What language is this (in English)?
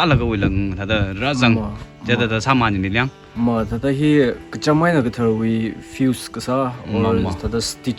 Tangkhul Naga (India)